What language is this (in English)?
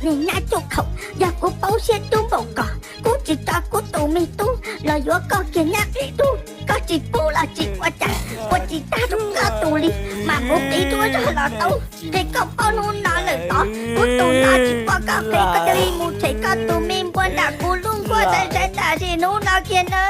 Hmong